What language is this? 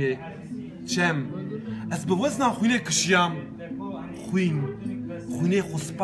Kurdish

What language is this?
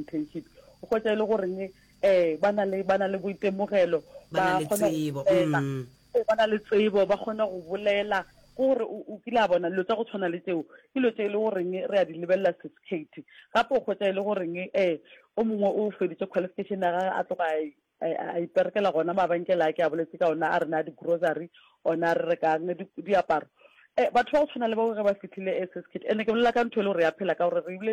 Northern Sotho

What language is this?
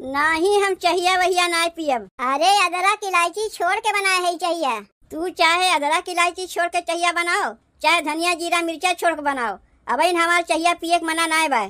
Awadhi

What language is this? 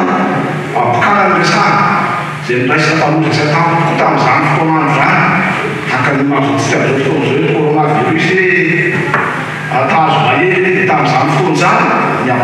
Malagasy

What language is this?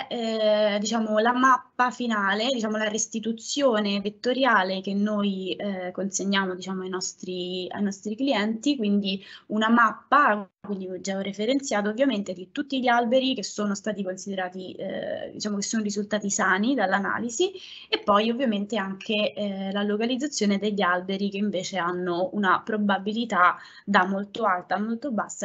Italian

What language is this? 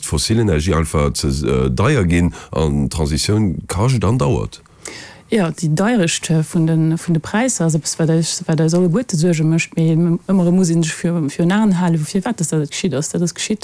Luxembourgish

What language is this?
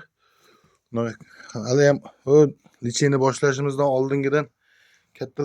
Uzbek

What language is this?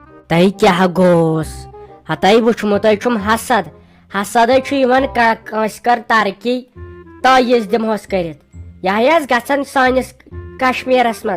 Kashmiri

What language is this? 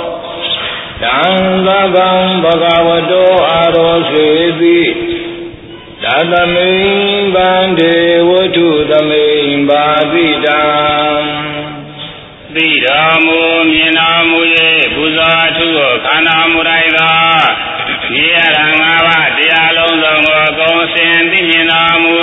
Burmese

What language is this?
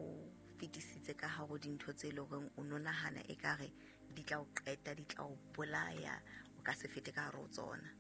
Southern Sotho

